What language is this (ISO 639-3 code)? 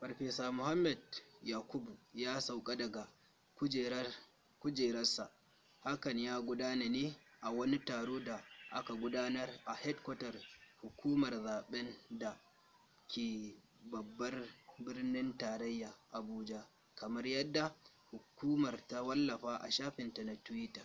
hau